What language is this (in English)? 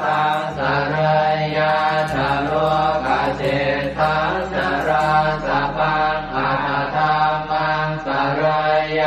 Pali